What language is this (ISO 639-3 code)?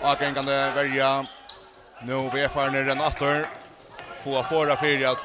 fao